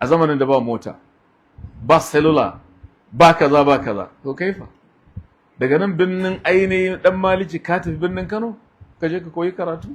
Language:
Hausa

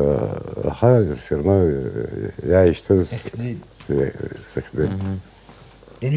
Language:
Abkhazian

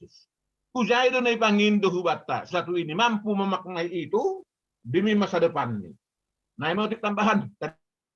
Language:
Batak Simalungun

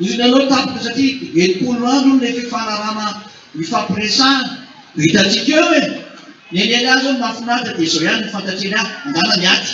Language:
Malagasy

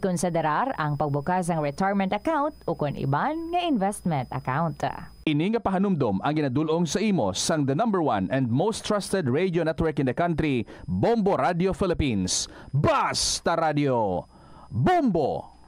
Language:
Hiligaynon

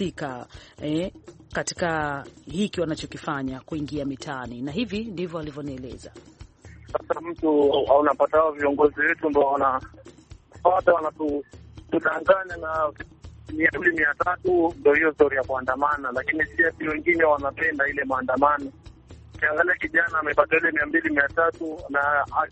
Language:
Swahili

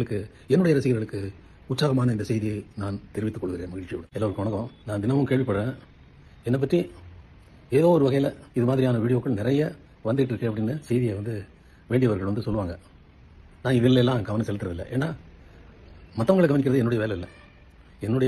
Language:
Tamil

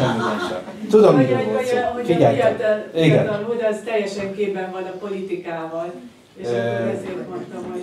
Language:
Hungarian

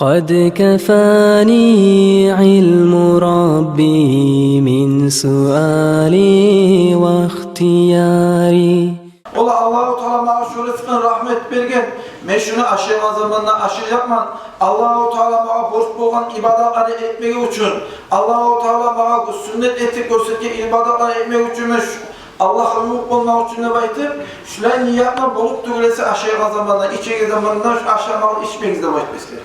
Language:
Kumyk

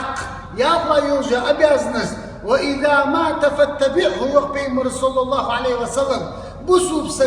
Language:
Chechen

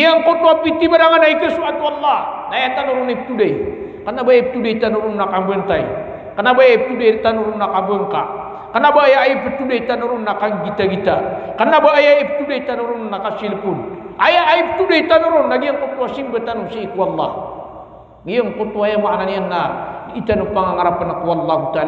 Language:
Maranao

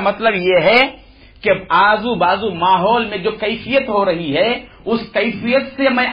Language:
Urdu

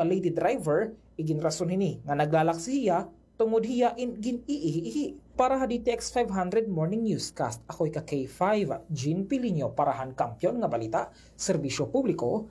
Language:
Waray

